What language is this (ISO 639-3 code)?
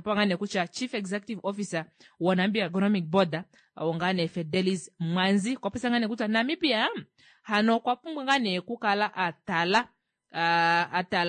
kua